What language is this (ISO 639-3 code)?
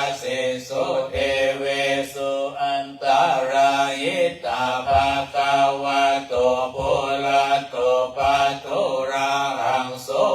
pli